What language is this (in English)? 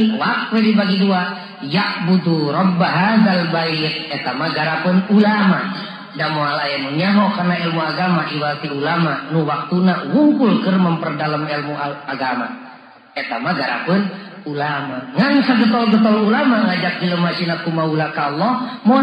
Sundanese